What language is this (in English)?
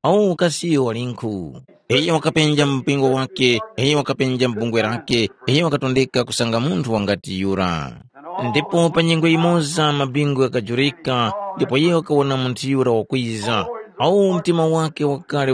Tumbuka